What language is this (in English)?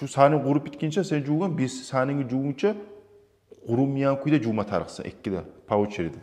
Kumyk